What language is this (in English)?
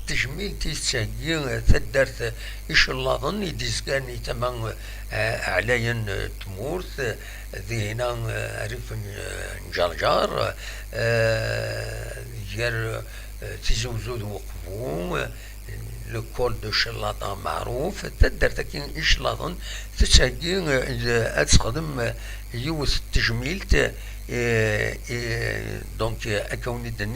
Kabyle